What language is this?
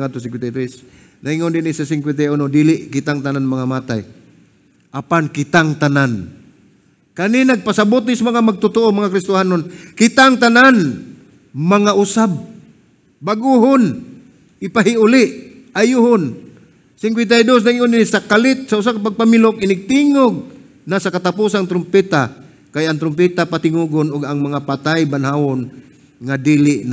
Cebuano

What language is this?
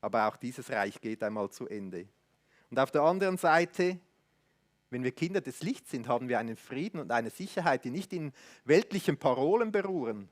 Swiss German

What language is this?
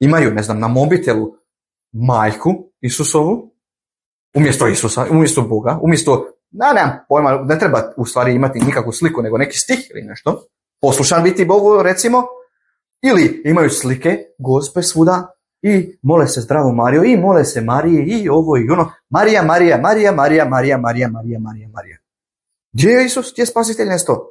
Bosnian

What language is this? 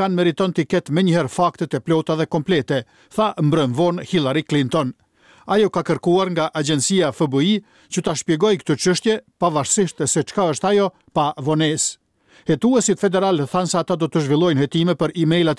Albanian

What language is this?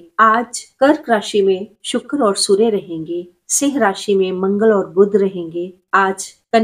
Hindi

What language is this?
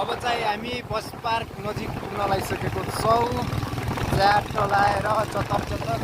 Nepali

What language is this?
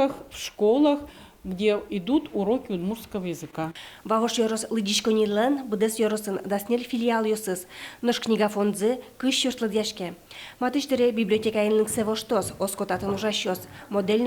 Udmurt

